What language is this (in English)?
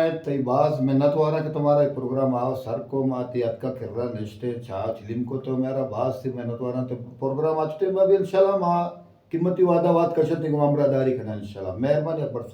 Baluchi